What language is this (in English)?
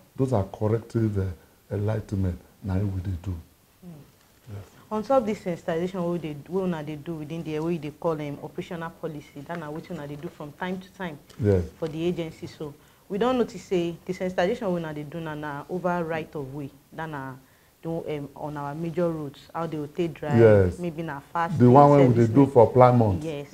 Nigerian Pidgin